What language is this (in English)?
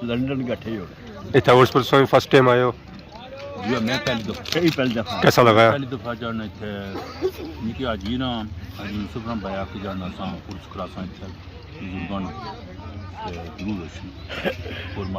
Pahari-Potwari